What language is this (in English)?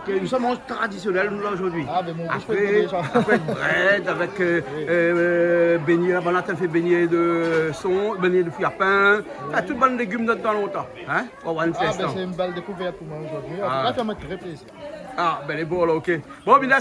Réunion Creole French